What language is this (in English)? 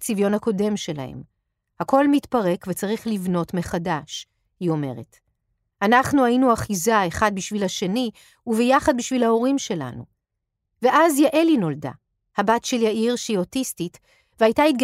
Hebrew